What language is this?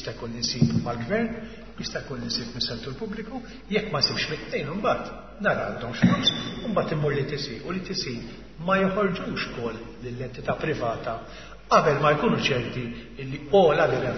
Maltese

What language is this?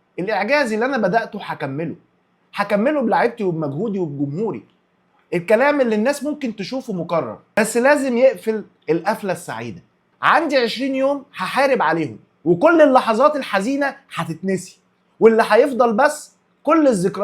Egyptian Arabic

